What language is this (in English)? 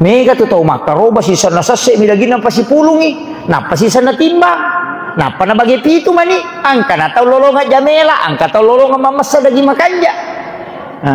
Buginese